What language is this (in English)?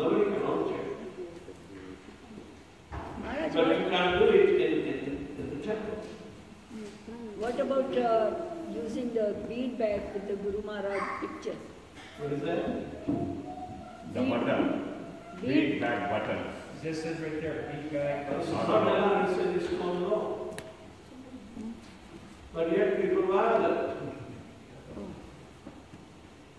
English